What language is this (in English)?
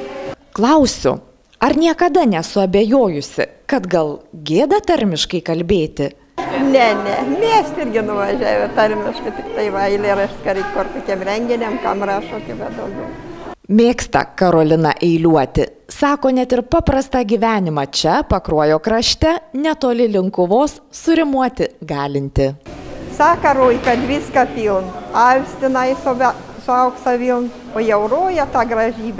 Lithuanian